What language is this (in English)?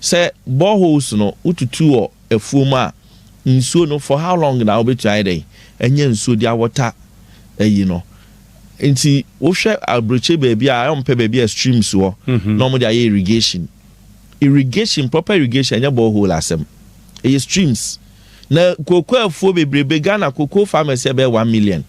Akan